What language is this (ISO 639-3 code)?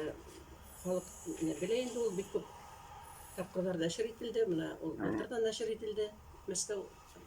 bak